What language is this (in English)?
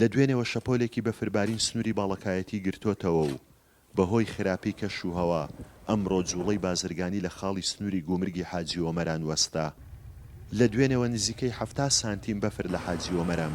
Central Kurdish